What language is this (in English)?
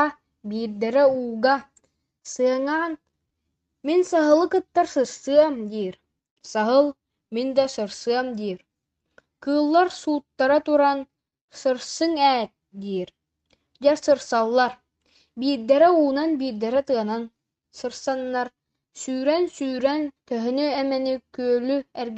Yakut